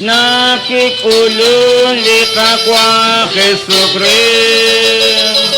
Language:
Kekchí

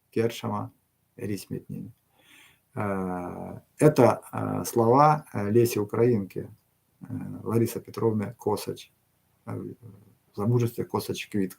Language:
Erzya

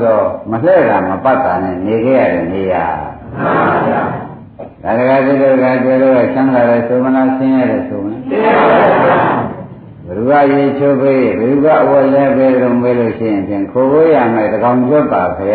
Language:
Burmese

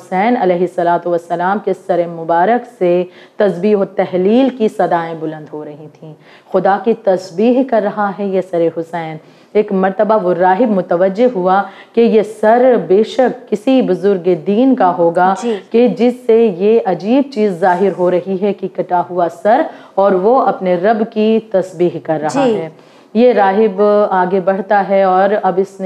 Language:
Urdu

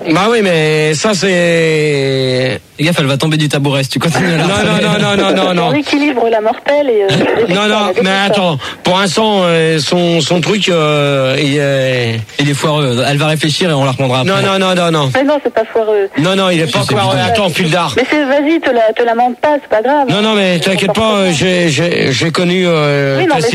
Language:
French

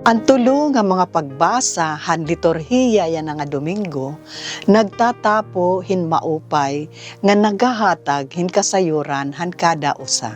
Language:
Waray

